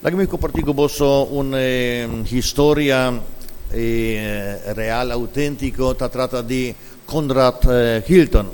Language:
Papiamento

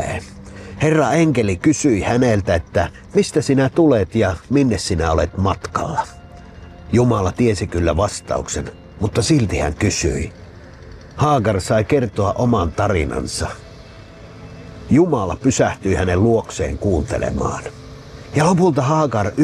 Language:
Finnish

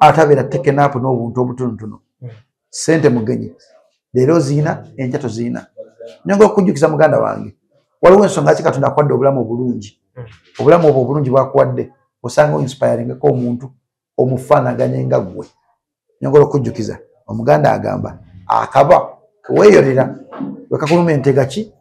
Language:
Ganda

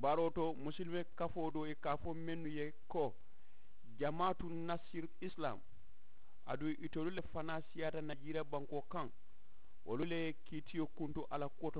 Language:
Mandingo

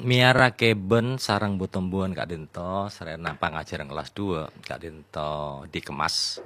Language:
Madurese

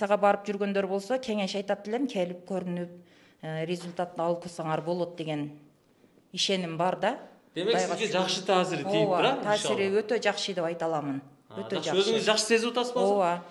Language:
Kyrgyz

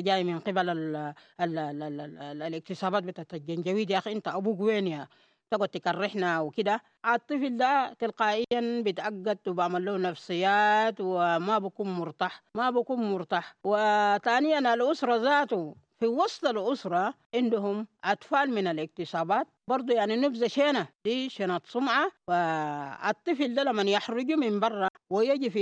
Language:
Sudanese Arabic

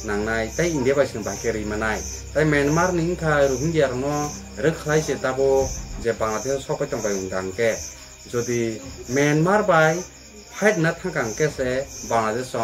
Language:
Kok Borok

